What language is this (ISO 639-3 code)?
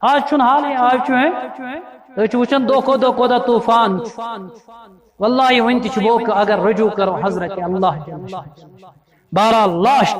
kas